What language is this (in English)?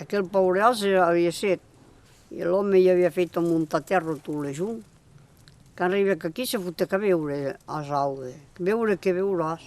Occitan